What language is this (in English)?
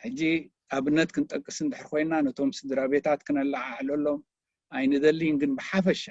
Tigrinya